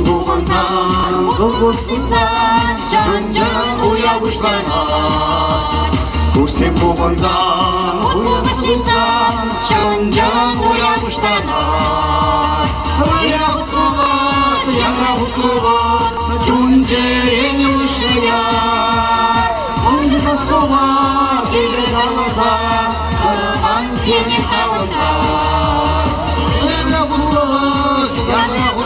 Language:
Chuvash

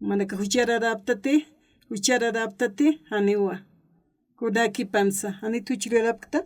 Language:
Aymara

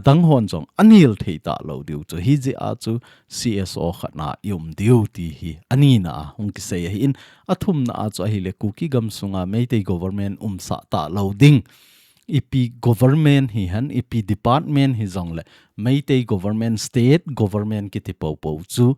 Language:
Thado Chin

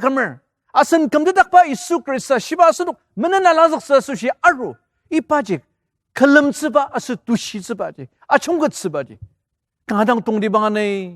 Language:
Ao Naga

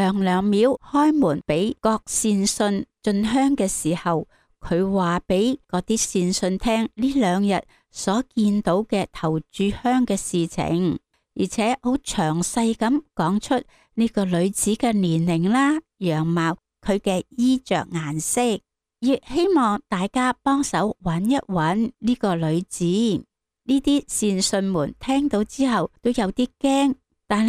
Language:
Cantonese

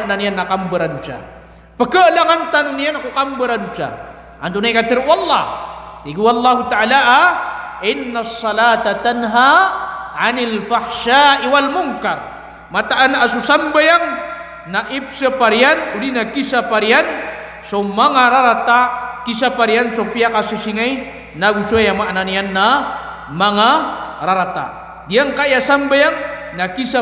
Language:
Maranao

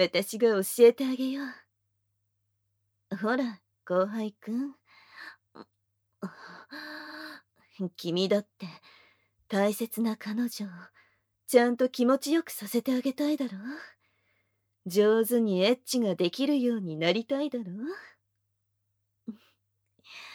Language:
Japanese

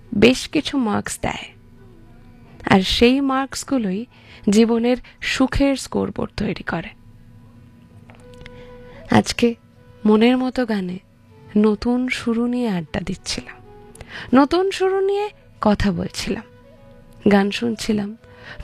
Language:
Bangla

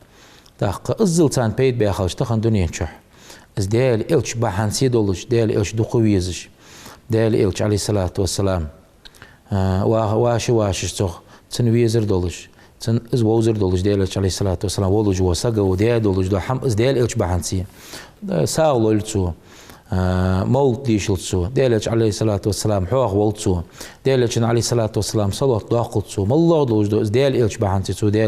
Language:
Ingush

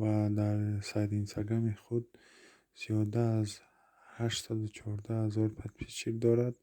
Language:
Tajik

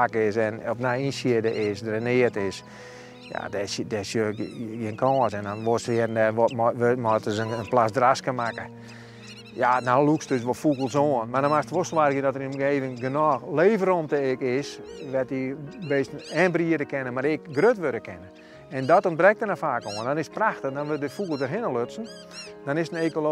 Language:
Western Frisian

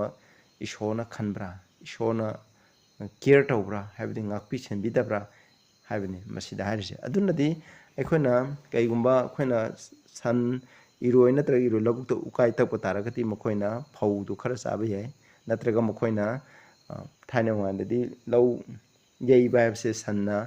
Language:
Manipuri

